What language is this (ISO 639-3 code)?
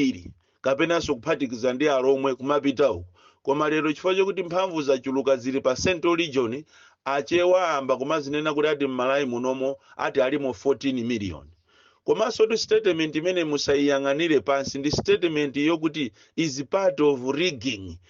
nya